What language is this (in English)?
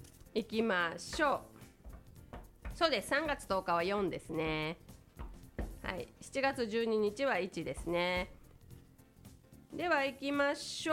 Japanese